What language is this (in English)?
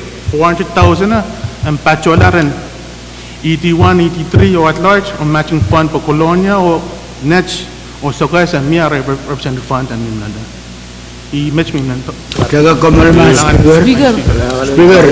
Pohnpeian